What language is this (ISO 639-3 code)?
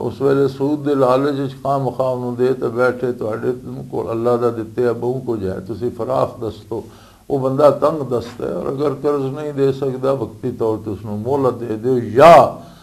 lah